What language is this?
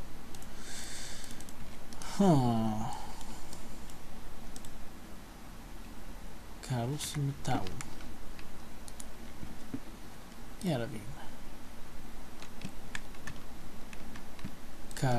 Bulgarian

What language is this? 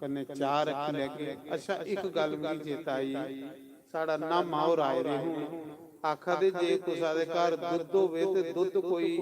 Dogri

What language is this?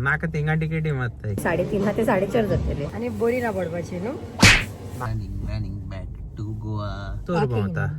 Konkani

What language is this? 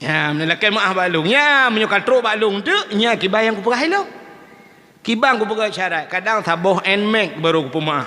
Achinese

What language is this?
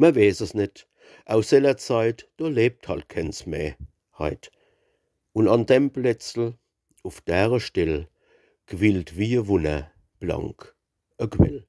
Palatine German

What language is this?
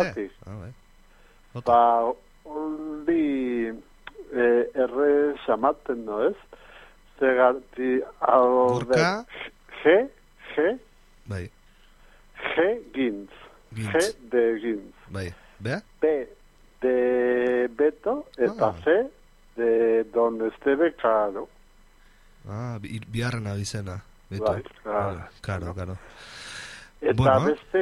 Basque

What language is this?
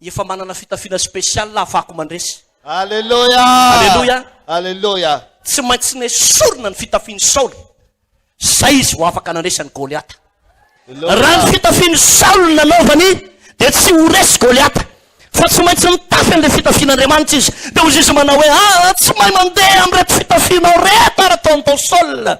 Malagasy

